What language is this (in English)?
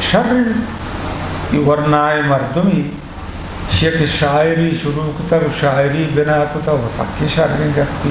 Eastern Balochi